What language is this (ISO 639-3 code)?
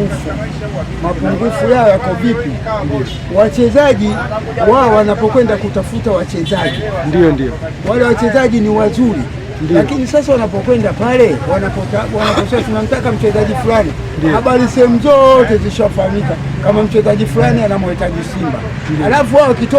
swa